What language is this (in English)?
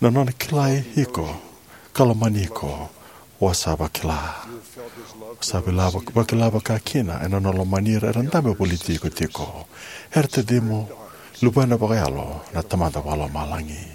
Fijian